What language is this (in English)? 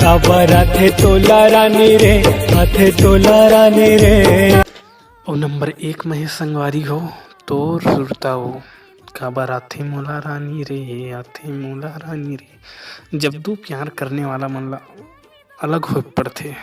Chhattisgarhi